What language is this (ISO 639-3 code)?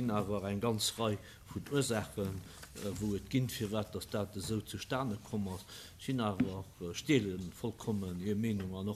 ltz